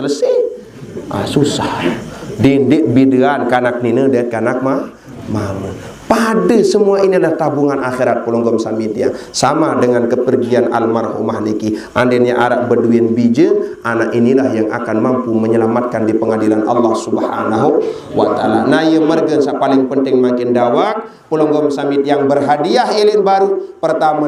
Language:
Sasak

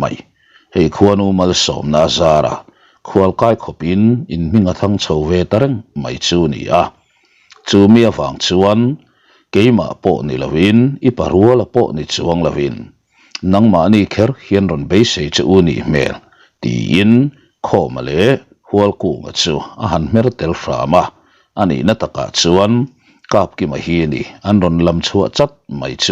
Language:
Mizo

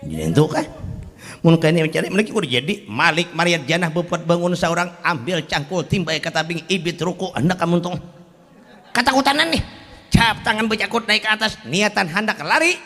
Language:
Banjar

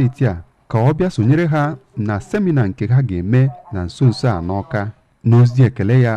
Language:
Igbo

